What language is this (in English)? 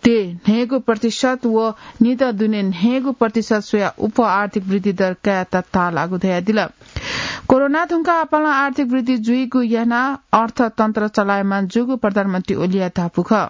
Newari